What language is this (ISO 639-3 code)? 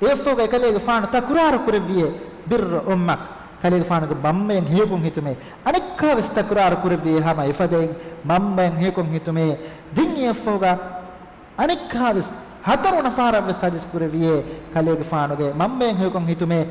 div